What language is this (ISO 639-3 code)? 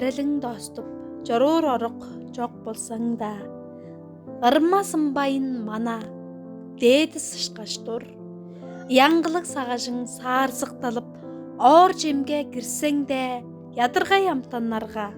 tyv